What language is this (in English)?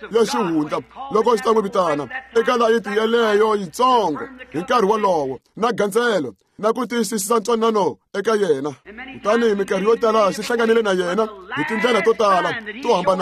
Tsonga